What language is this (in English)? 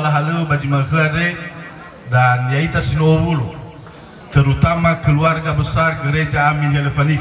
Nias